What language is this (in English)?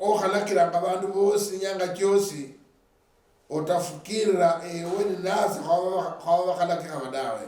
Luyia